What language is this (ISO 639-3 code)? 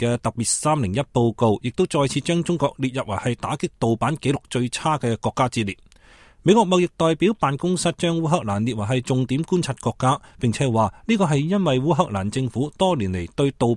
yue